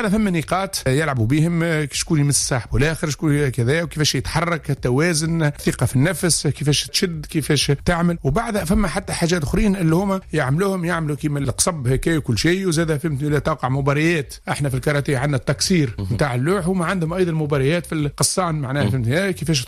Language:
Tunisian Arabic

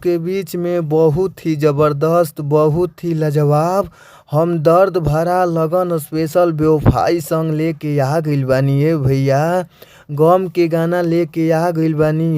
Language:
Bhojpuri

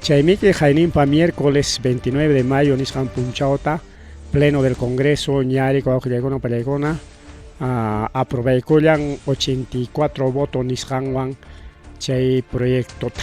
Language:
Ayacucho Quechua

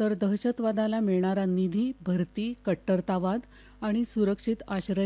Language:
Marathi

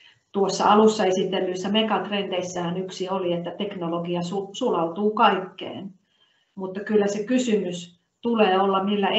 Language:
Finnish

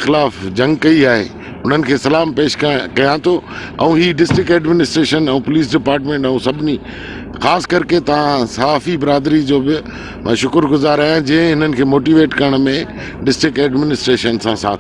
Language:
Sindhi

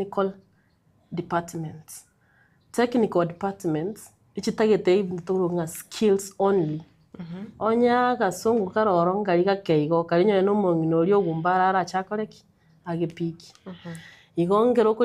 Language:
Gusii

